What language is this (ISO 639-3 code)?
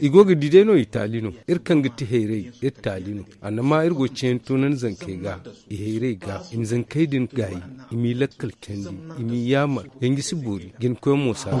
dje